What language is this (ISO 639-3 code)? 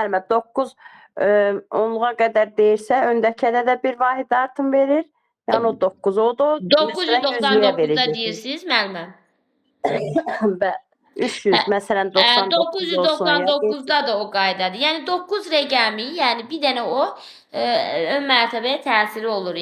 aze